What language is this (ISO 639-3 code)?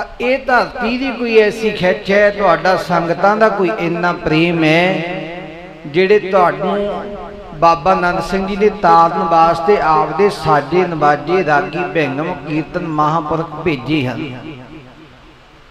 pan